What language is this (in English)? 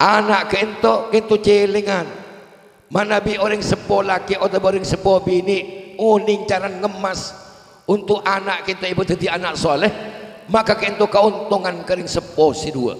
Madurese